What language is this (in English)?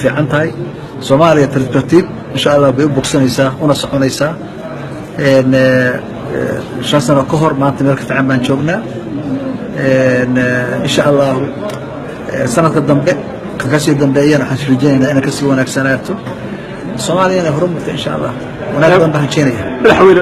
Somali